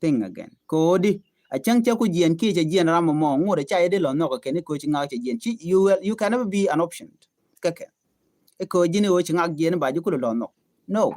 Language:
Nuer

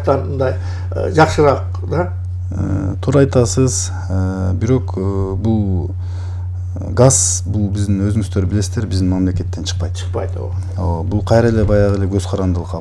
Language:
Kyrgyz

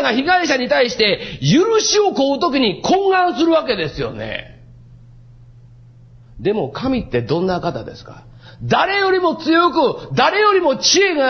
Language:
Japanese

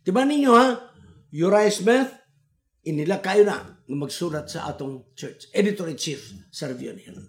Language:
Cebuano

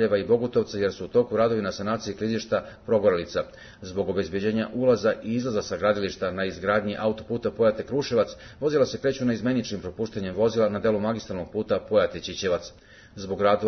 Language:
Serbian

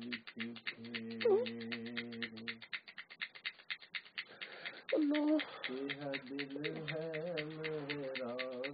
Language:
Urdu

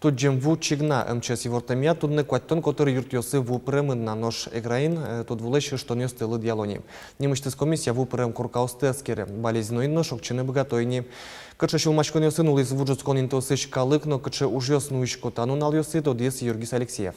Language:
Udmurt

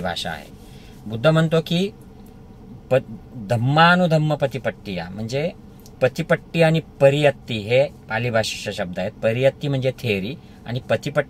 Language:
Marathi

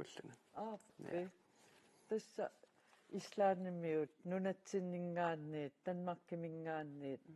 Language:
Kalaallisut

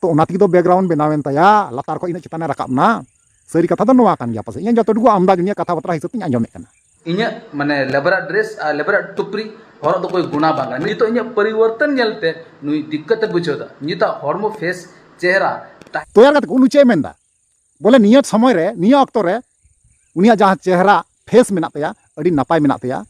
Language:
Santali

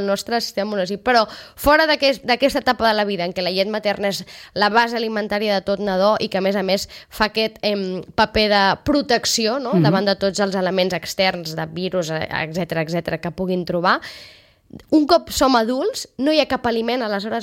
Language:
Catalan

